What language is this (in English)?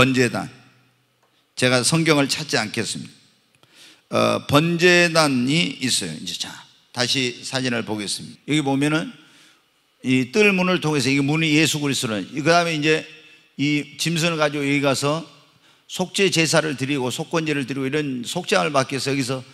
Korean